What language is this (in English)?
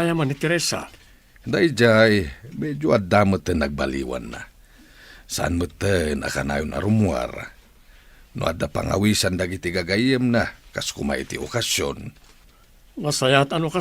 Iloko